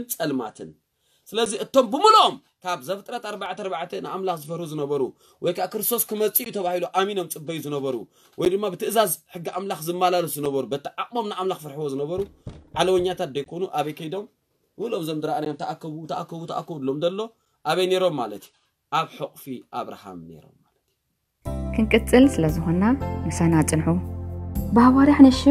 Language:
Tigrinya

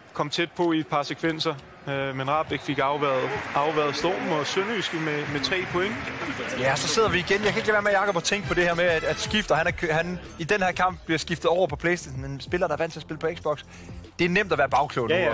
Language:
Danish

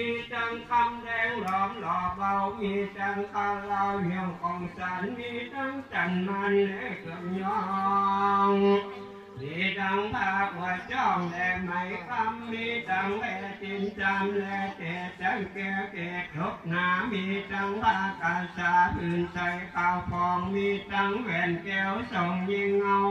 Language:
Lao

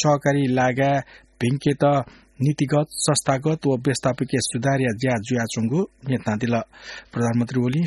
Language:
Newari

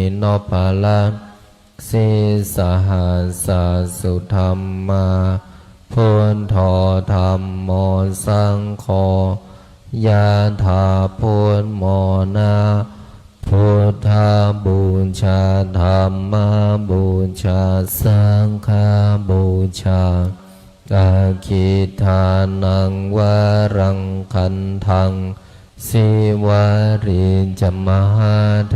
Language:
Pali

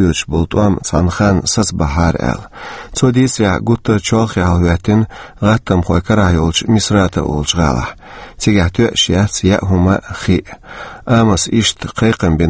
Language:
Chechen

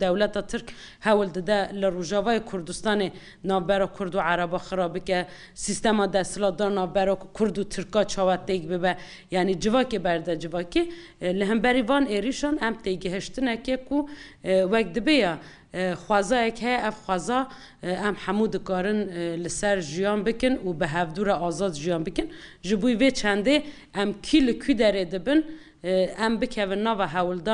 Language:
Kurdish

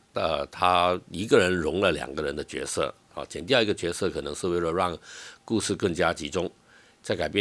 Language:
Chinese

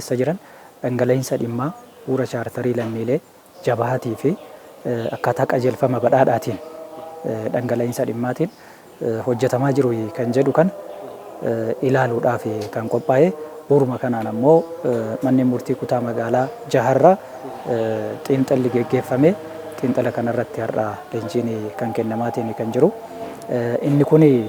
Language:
Oromo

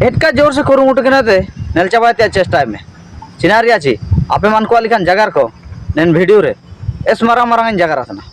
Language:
Ho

